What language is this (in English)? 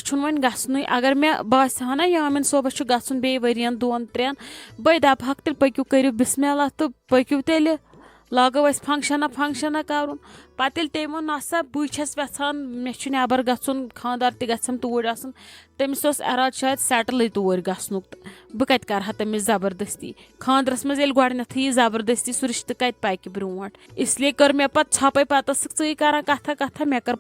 Kashmiri